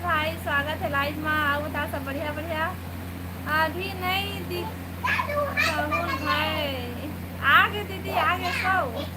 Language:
Chhattisgarhi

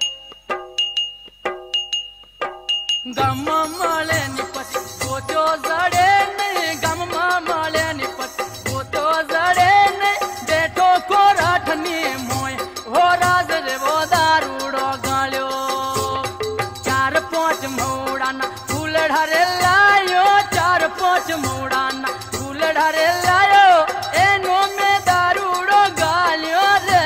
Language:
Gujarati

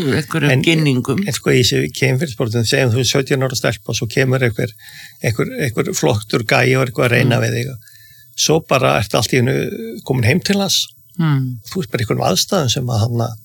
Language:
Icelandic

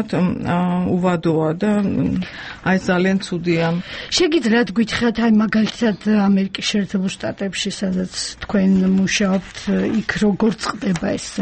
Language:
Georgian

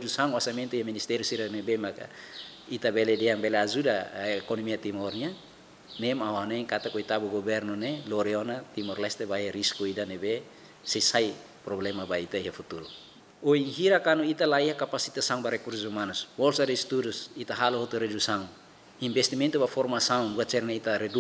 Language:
Tetum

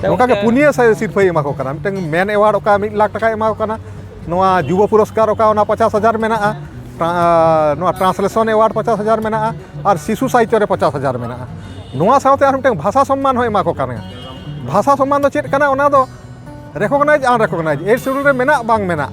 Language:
Santali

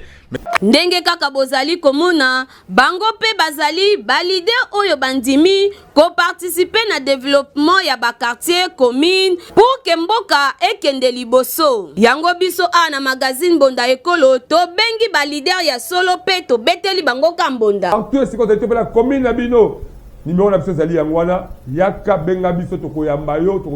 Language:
Lingala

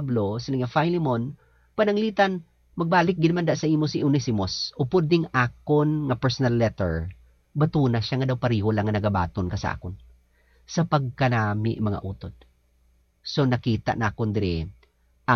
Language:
Hiligaynon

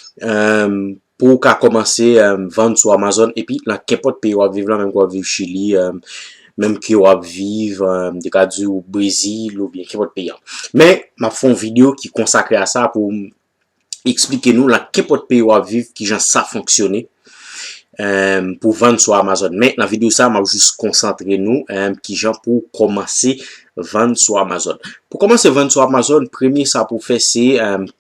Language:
Haitian Creole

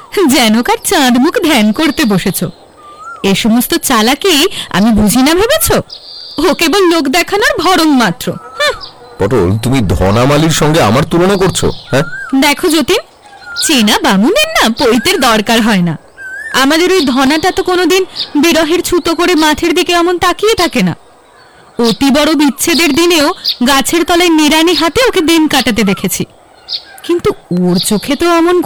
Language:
Bangla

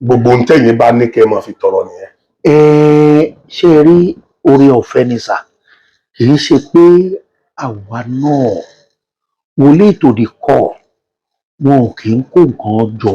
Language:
Yoruba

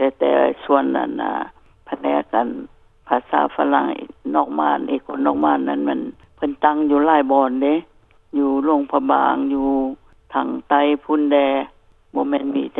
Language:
Lao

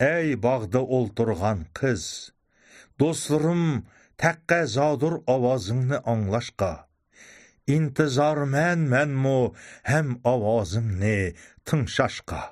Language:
Uyghur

